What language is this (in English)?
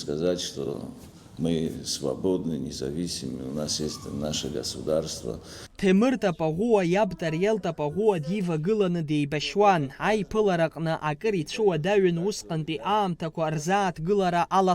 Abkhazian